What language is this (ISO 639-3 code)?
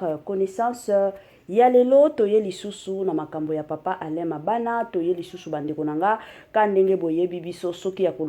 lin